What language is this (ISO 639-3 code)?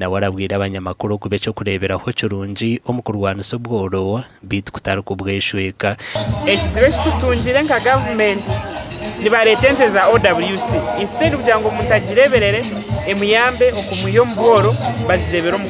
nyn